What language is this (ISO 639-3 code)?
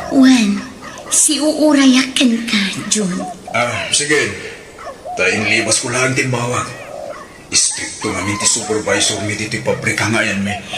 ilo